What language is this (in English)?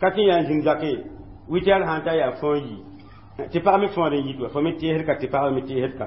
Mossi